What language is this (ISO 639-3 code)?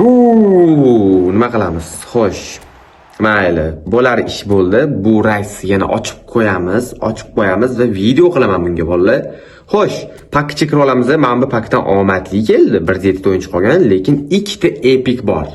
uzb